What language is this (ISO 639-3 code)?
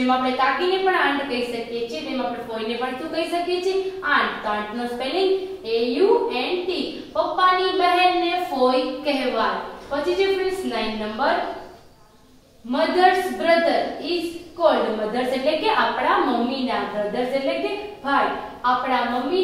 guj